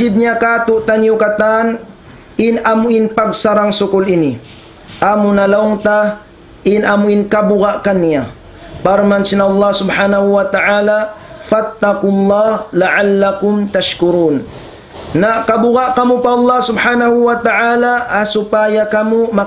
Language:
Tausug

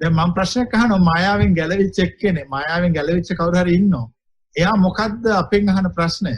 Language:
Sinhala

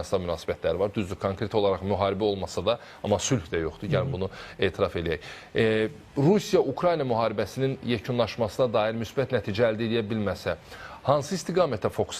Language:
Azerbaijani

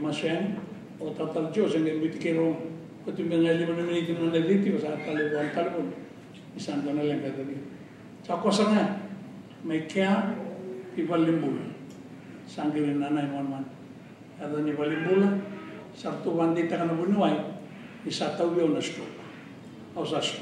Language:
Fijian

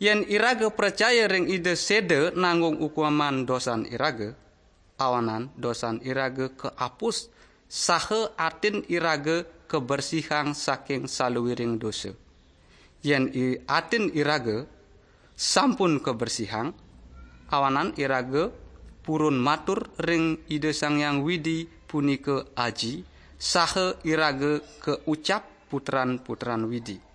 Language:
Balinese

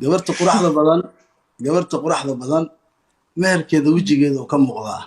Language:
Somali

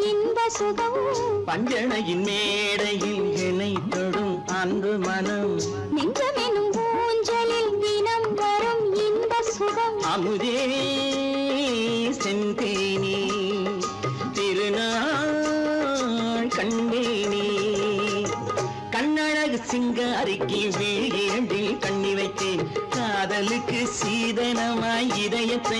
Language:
Tamil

